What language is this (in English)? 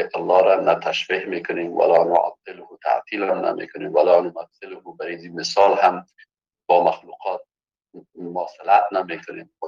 Persian